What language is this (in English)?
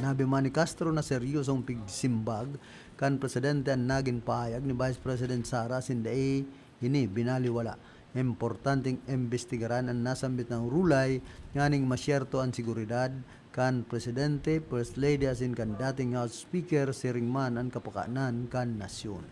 Bikol